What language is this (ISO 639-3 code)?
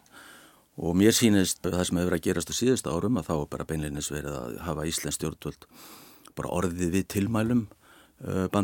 isl